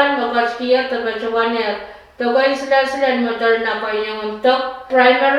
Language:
Pohnpeian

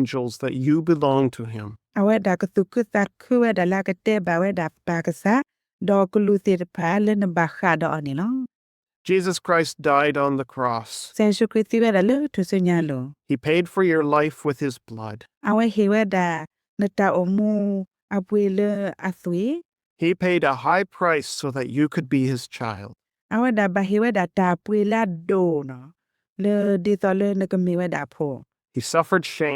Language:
S'gaw Karen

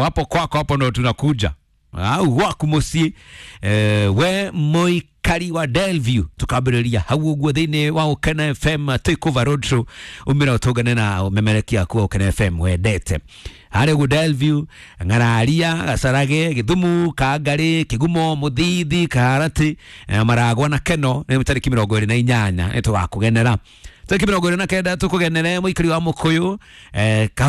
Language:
Kikuyu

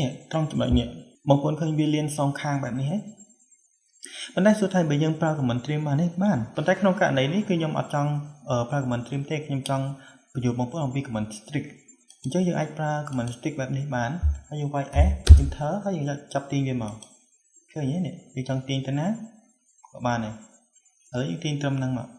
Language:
Khmer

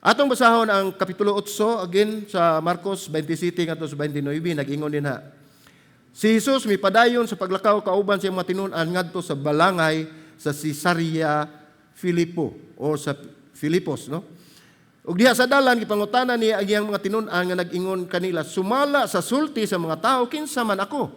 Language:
Cebuano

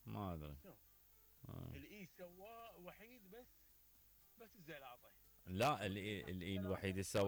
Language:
Mesopotamian Arabic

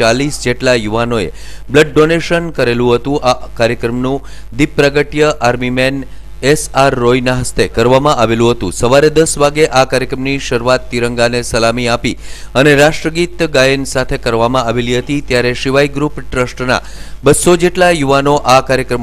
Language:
Gujarati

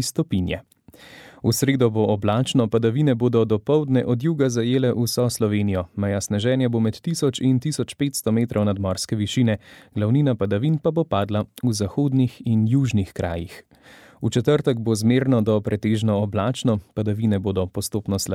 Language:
Slovenian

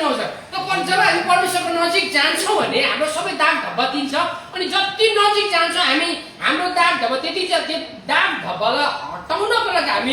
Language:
Nepali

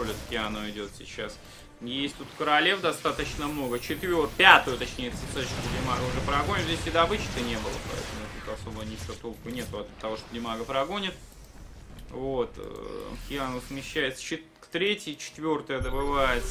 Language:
Russian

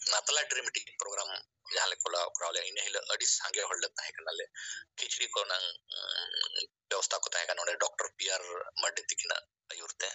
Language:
Santali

